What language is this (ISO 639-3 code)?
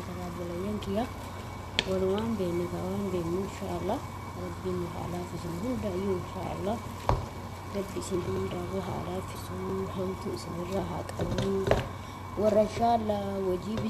orm